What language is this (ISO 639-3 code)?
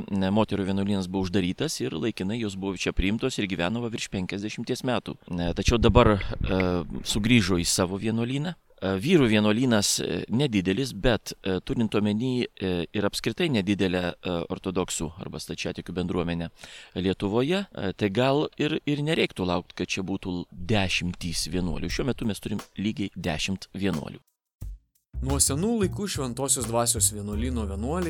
lit